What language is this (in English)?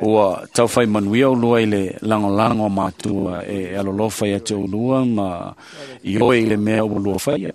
Samoan